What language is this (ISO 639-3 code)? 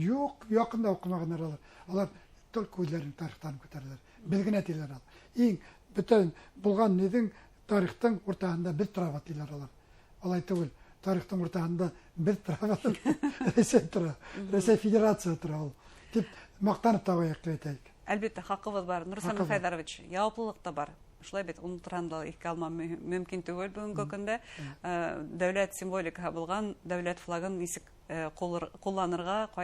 bak